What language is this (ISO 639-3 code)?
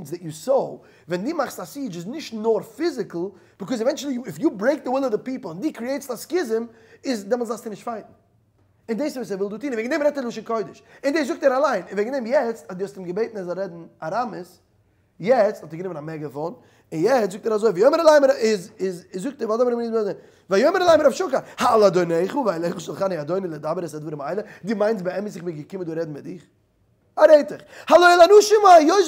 yid